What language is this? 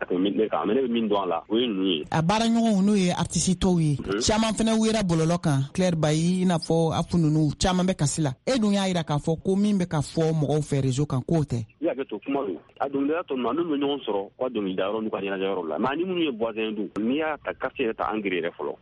Bambara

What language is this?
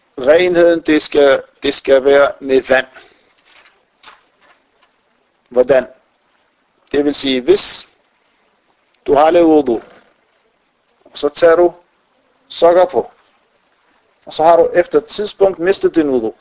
Danish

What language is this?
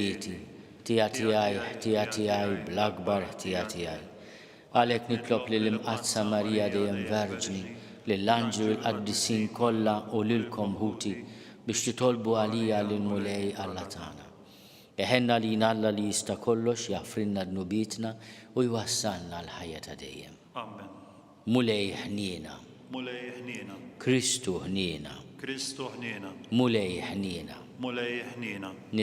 Maltese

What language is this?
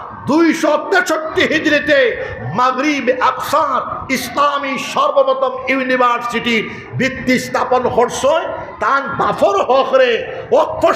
Sylheti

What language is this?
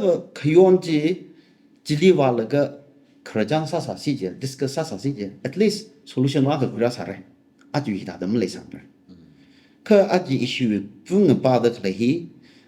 Tangkhul Naga (India)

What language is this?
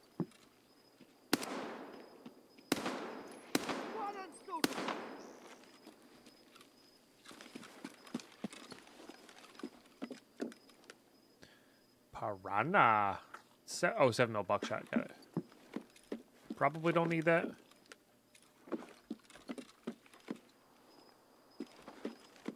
English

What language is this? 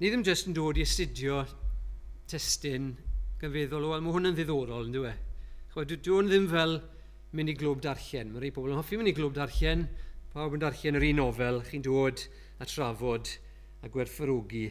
Welsh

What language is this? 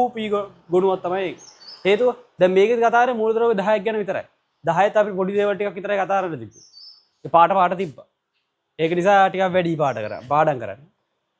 Sinhala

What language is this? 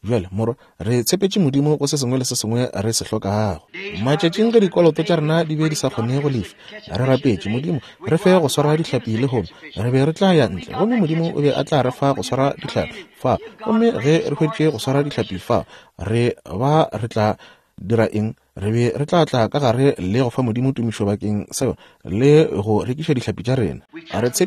Northern Sotho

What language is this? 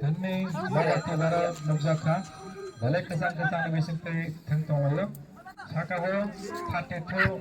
Kok Borok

